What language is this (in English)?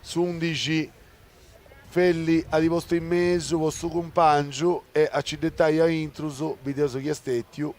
Sardinian